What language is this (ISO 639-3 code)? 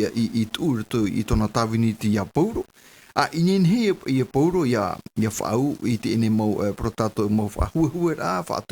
tah